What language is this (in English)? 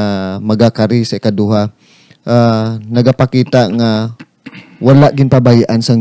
Hiligaynon